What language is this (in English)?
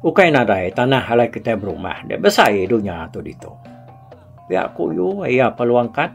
Iban